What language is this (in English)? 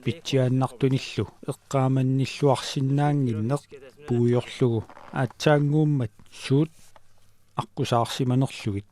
Kalaallisut